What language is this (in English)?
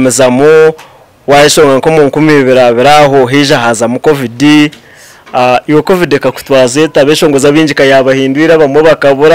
Nyankole